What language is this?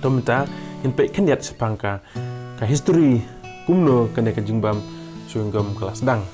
Khasi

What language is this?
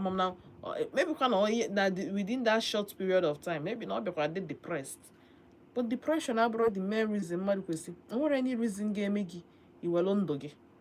Igbo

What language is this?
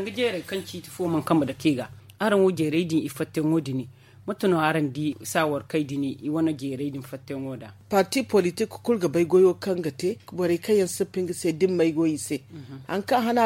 Zarma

